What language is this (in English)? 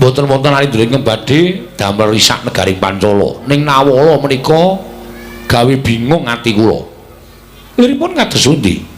Javanese